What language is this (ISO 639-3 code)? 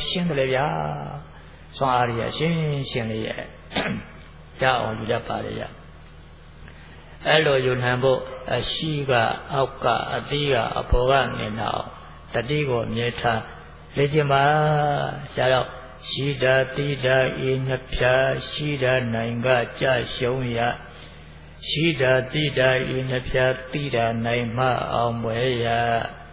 mya